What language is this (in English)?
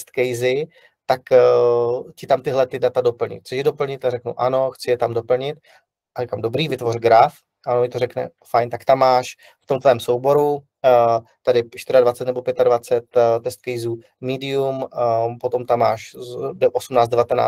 Czech